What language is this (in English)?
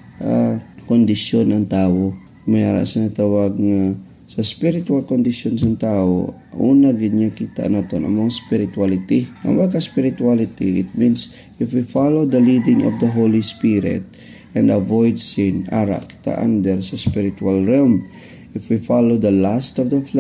Hiligaynon